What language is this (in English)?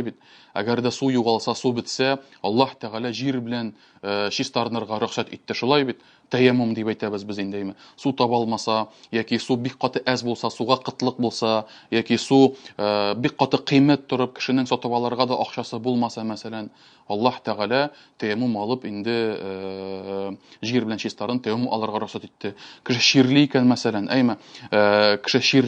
Tatar